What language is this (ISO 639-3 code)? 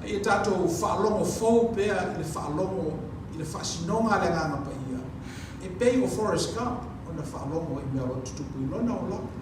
smo